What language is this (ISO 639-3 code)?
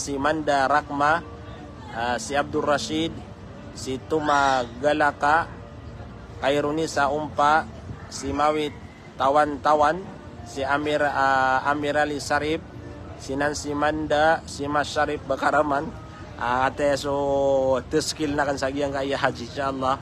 mrw